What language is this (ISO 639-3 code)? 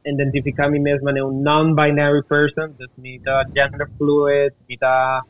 pap